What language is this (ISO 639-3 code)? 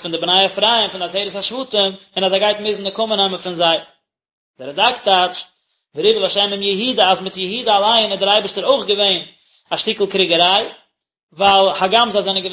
yid